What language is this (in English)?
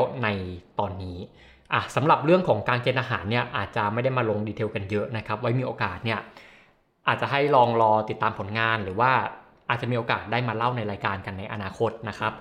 Thai